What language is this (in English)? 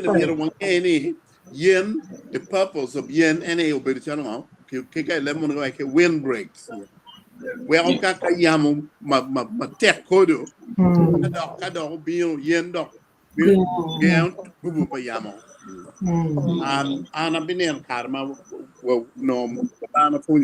Acoli